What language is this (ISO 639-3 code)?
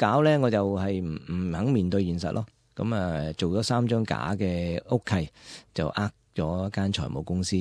yue